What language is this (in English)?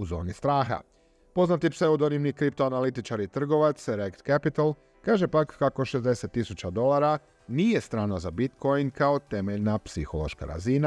Croatian